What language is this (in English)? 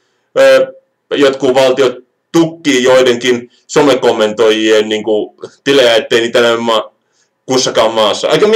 Finnish